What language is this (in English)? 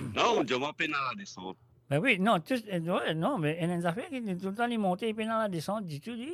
Morisyen